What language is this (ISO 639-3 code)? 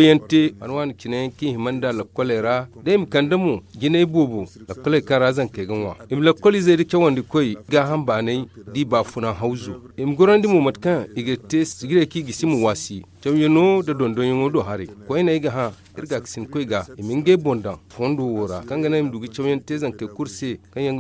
dje